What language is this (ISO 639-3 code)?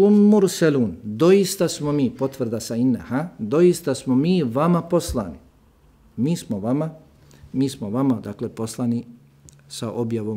bos